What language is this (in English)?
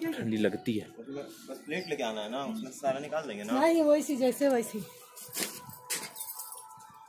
Hindi